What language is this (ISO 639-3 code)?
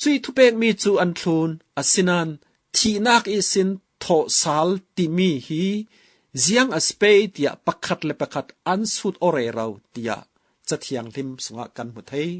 cfm